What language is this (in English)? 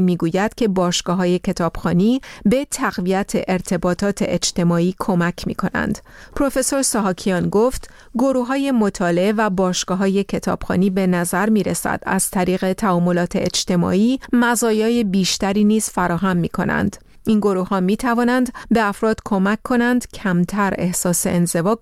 Persian